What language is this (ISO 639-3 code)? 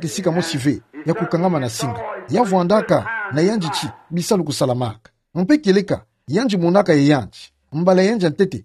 ktu